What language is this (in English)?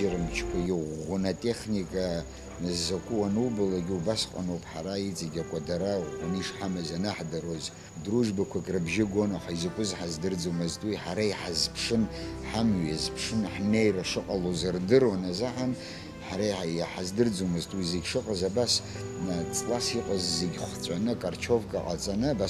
Abkhazian